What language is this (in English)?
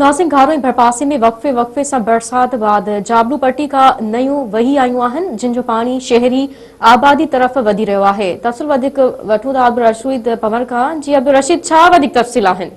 Sindhi